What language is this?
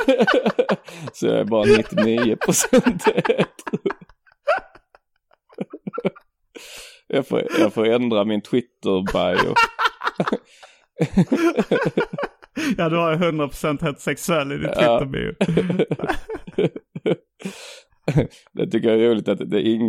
Swedish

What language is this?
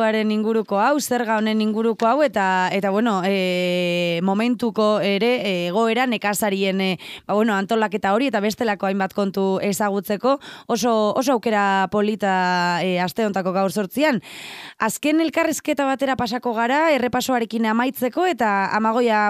Basque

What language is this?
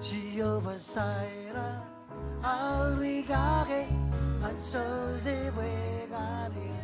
Marshallese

